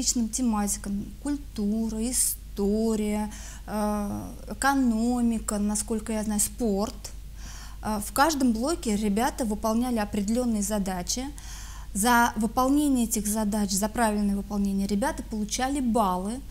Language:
Russian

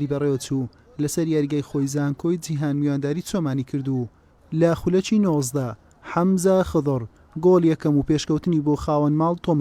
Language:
Central Kurdish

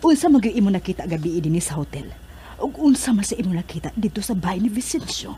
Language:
Cebuano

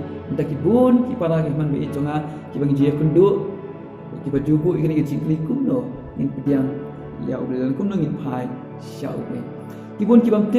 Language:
Khasi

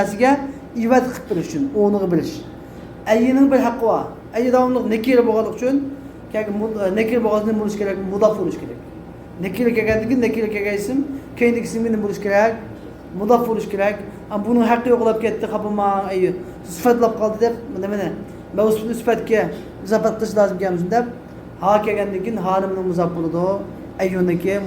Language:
Uyghur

